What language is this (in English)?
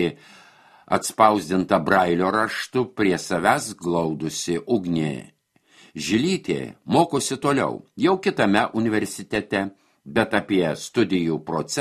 Lithuanian